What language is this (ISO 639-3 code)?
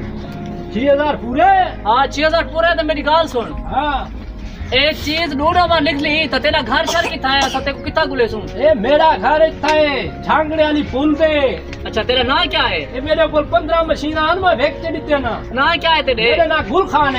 skr